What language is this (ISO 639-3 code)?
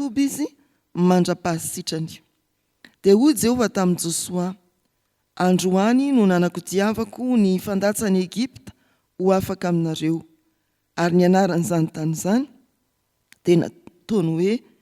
mlg